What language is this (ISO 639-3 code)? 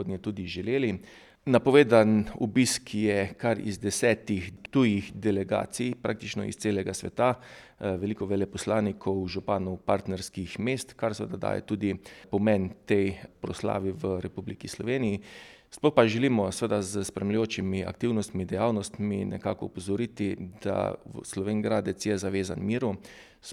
slv